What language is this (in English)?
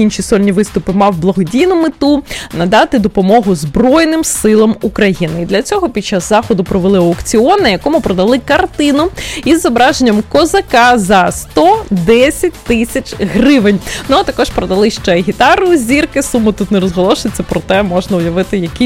Ukrainian